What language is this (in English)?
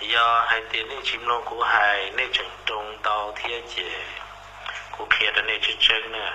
Hmong